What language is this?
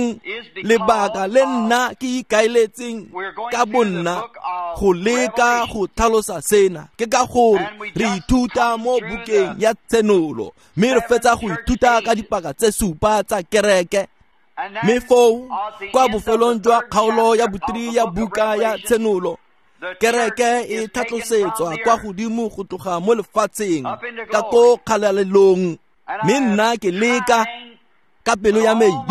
Tswana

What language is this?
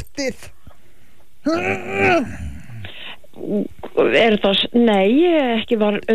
Icelandic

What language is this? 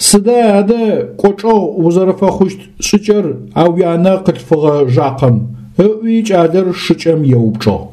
Adyghe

